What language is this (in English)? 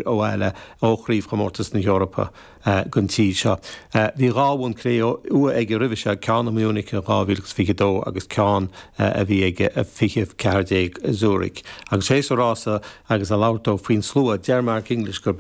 Irish